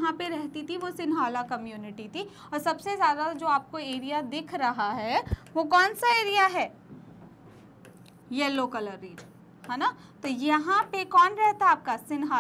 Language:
Hindi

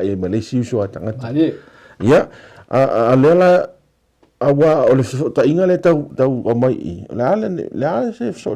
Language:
Samoan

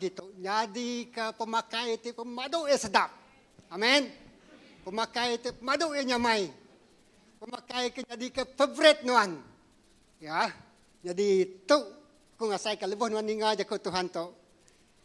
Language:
Iban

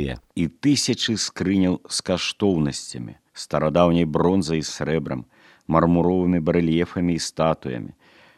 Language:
Belarusian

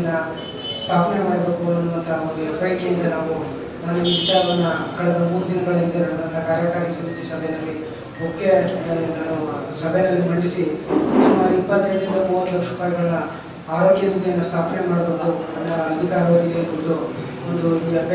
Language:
Kannada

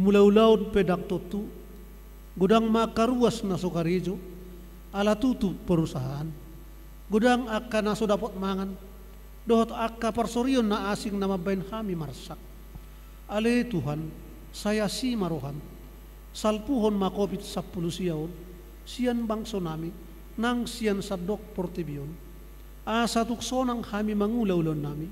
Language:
Batak Toba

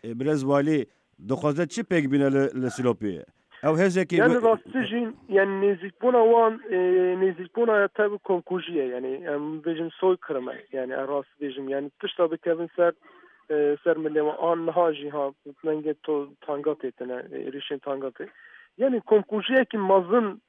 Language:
Kurdish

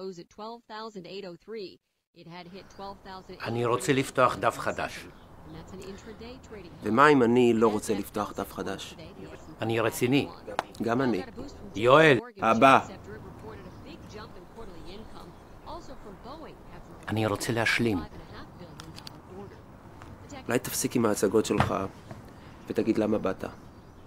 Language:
Hebrew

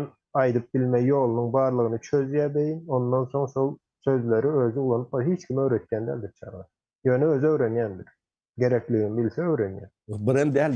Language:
Turkmen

